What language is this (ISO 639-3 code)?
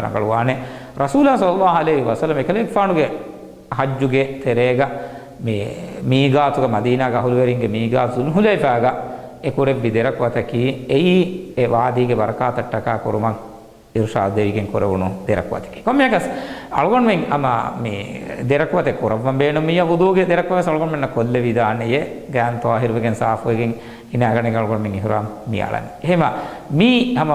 div